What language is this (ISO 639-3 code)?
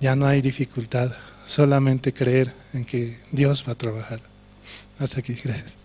aym